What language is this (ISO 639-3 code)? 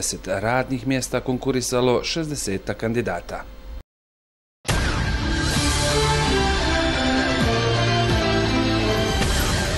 bos